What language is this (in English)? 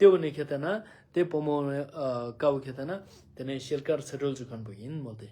Ladakhi